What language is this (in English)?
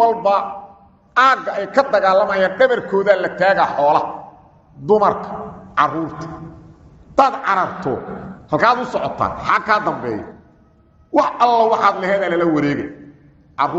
Somali